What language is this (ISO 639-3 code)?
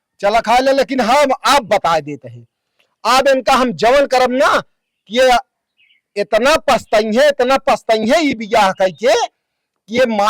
awa